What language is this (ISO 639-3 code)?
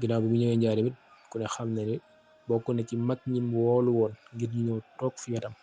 wol